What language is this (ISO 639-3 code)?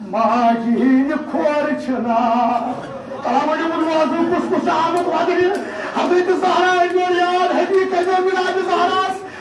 kas